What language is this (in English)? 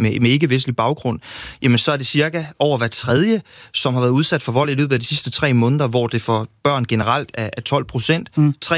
Danish